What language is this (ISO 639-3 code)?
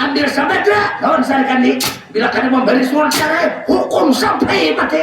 bjn